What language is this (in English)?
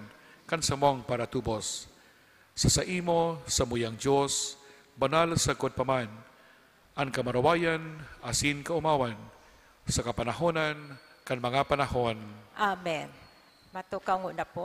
Bikol